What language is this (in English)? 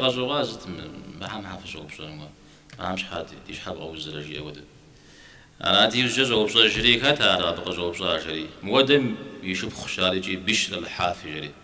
Kabardian